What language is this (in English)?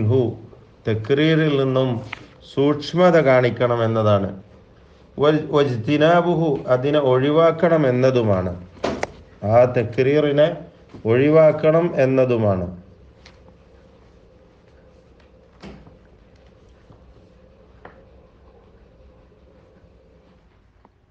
Malayalam